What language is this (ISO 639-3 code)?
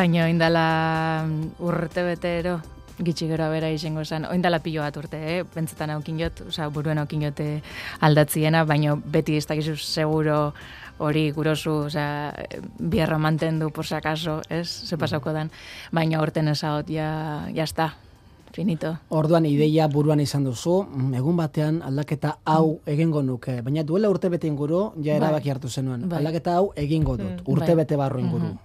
eus